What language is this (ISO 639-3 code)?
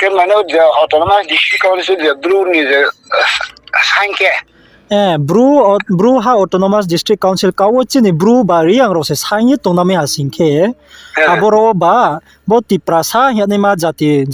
ria